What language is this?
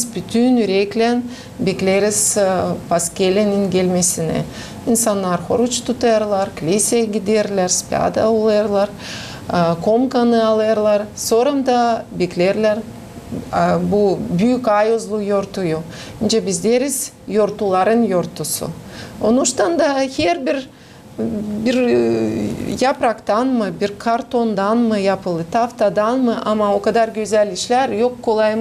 Gagauz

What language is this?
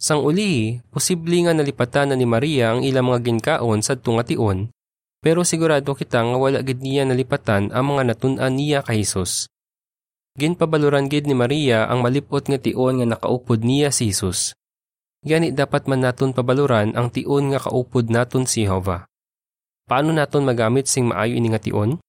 Hiligaynon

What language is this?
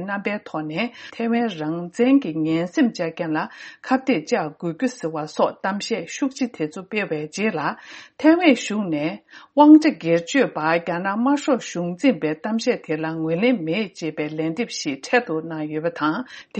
Tibetan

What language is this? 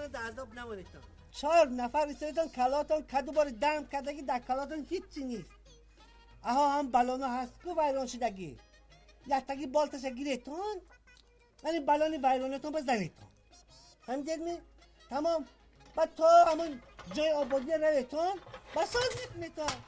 Tajik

